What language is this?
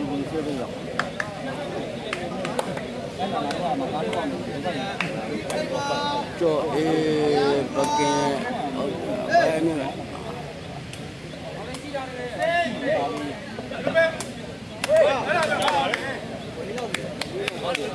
Burmese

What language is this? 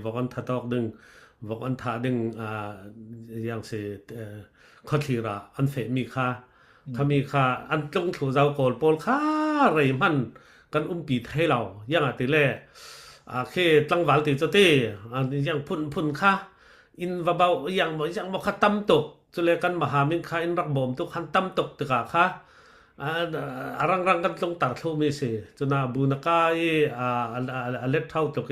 Falam Chin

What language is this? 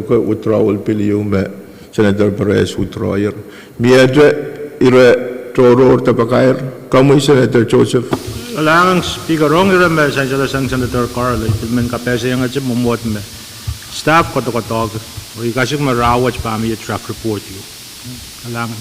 Pohnpeian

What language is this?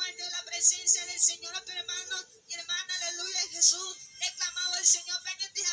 Guarani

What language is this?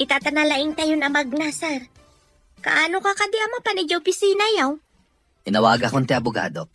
Iloko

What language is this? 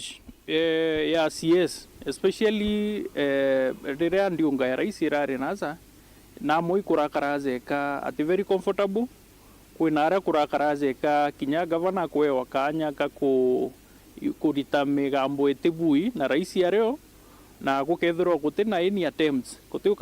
Meru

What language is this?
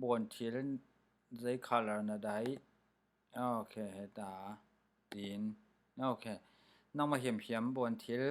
Falam Chin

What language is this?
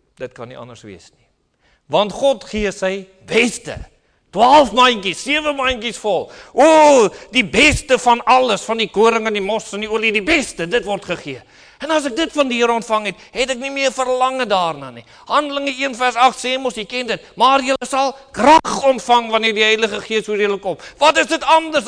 Afrikaans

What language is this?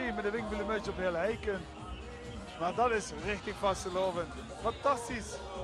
Limburgish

